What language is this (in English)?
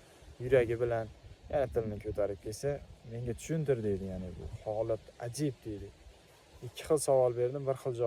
Uzbek